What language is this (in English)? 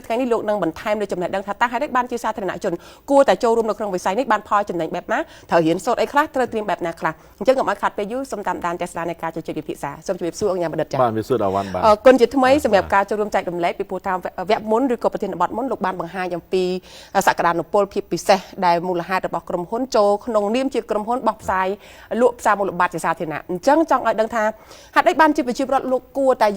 Khmer